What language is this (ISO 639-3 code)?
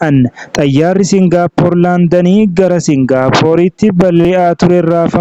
orm